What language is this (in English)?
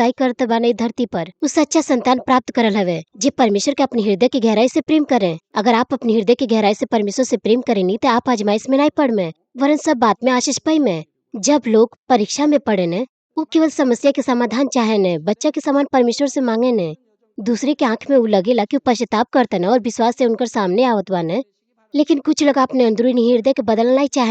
Bhojpuri